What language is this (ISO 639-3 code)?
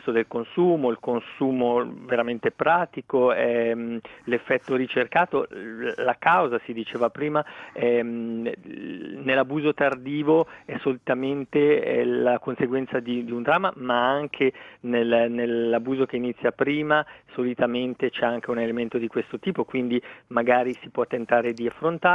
ita